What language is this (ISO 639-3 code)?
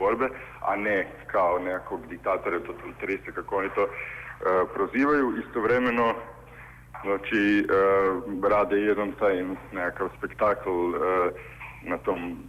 bos